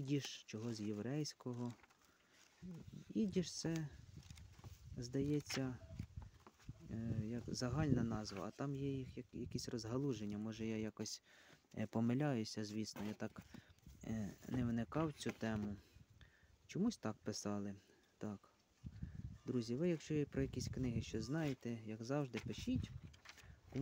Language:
Ukrainian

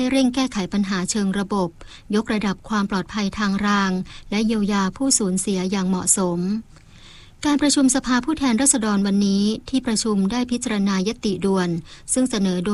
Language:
Thai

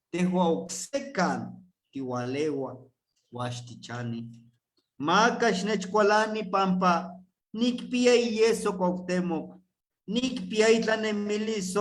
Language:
Eastern Huasteca Nahuatl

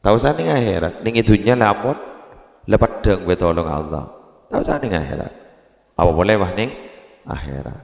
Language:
Madurese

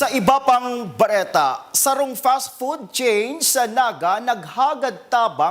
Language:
Bikol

